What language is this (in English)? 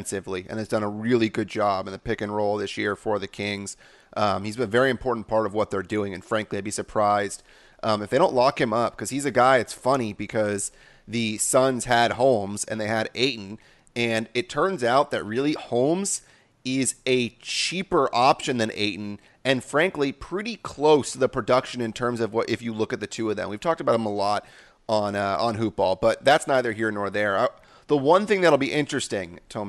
English